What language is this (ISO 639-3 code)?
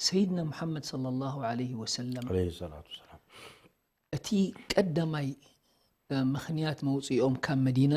tir